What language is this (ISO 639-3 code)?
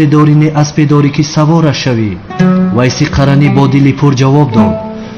tgk